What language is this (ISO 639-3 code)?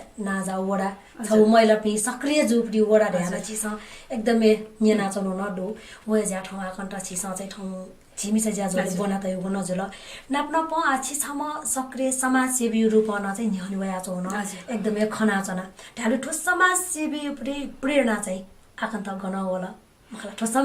new